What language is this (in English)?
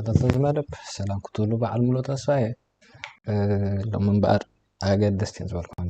Tigrinya